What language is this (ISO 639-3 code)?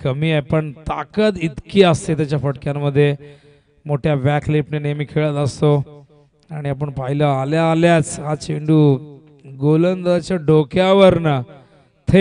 mar